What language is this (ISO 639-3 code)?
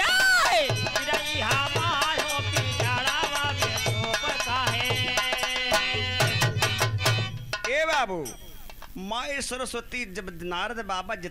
bho